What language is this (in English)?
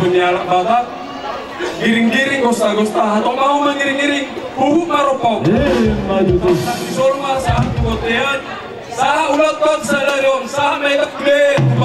Batak Toba